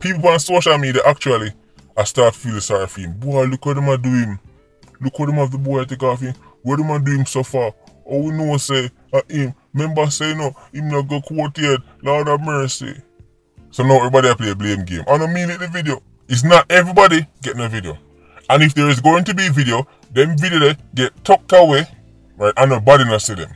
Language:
Jamaican Creole English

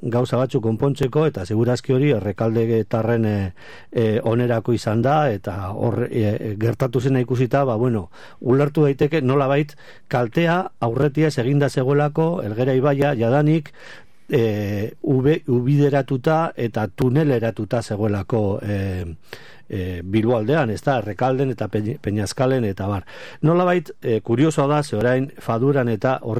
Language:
Basque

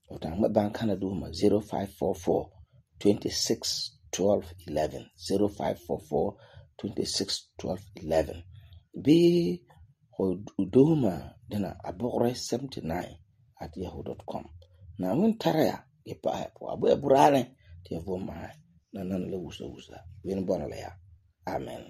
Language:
Frafra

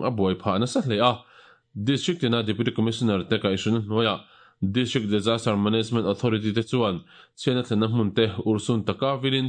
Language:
Mizo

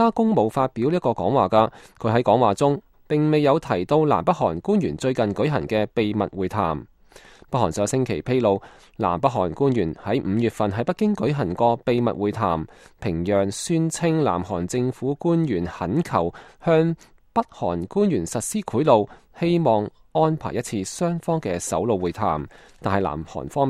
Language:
Cantonese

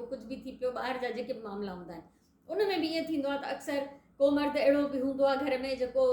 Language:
Sindhi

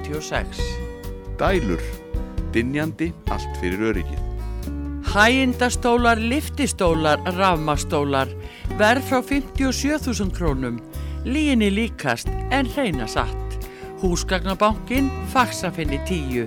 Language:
Icelandic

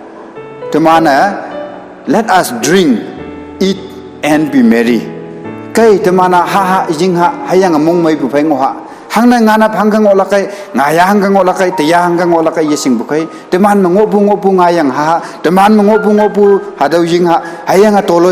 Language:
Konyak Naga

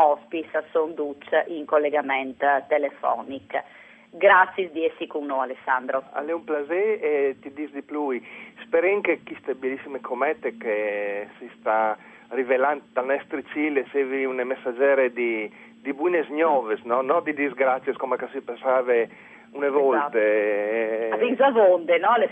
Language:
Friulian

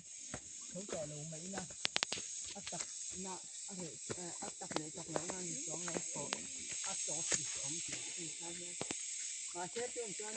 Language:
Mizo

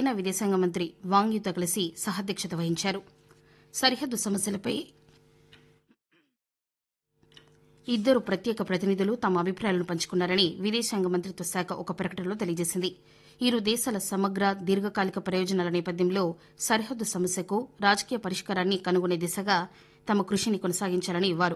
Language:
Telugu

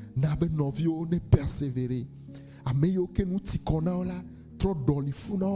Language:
Ewe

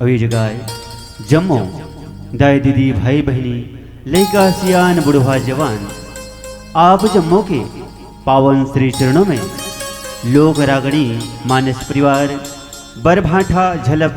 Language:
Chhattisgarhi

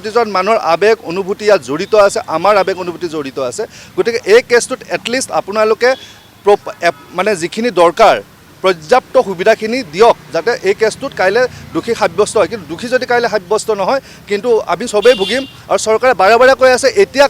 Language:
Assamese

